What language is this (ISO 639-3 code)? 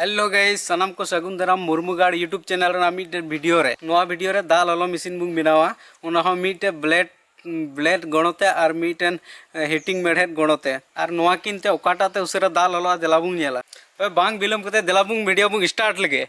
sat